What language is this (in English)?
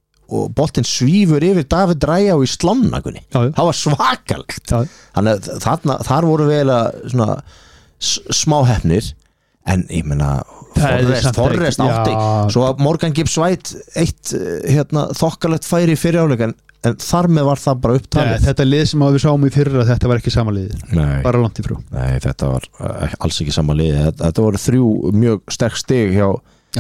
Icelandic